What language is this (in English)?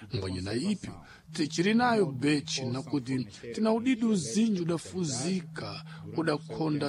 Sena